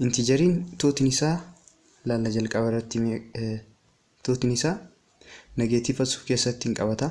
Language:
Oromo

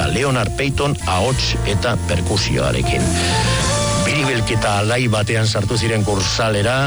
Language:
Basque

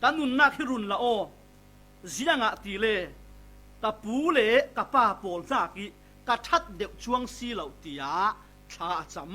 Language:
Falam Chin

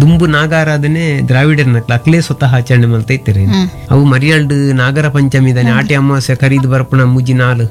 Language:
Tulu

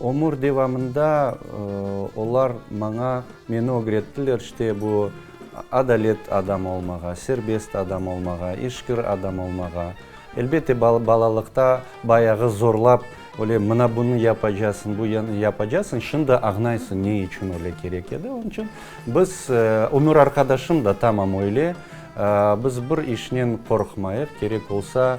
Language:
Crimean Tatar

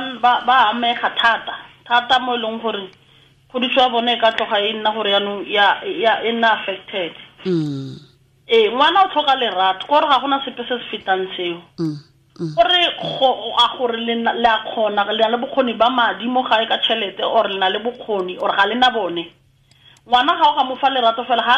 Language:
Tswana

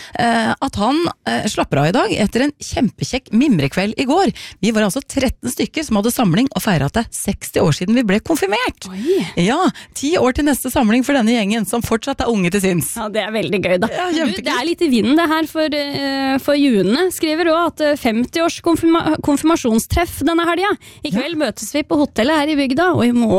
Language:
Norwegian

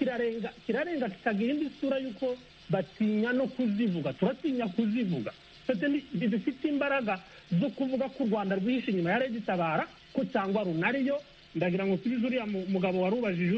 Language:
Kinyarwanda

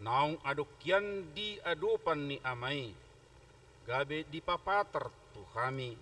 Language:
Batak Toba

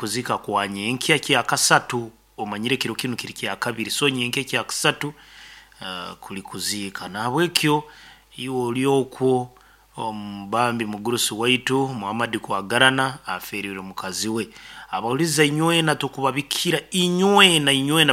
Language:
Nyoro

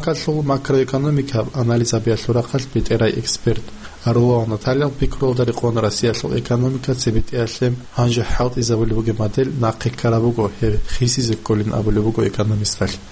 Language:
Avaric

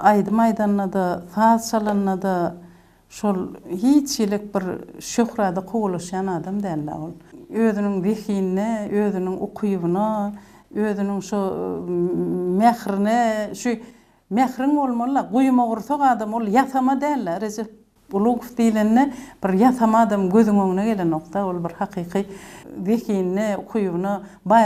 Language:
Turkmen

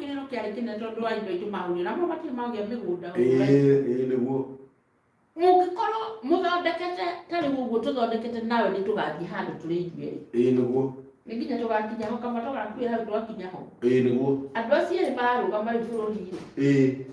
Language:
Kikuyu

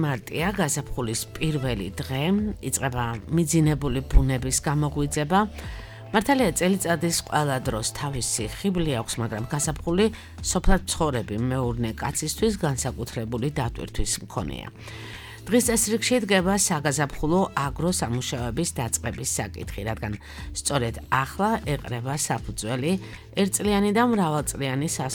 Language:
Georgian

